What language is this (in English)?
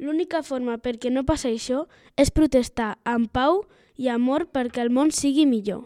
Catalan